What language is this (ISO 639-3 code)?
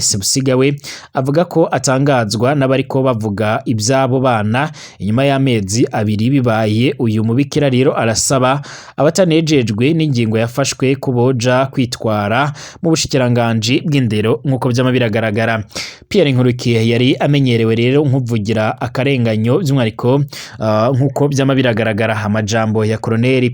run